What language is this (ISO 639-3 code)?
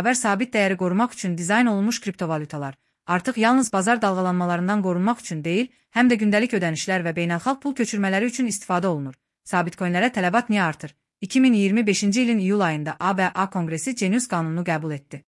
aze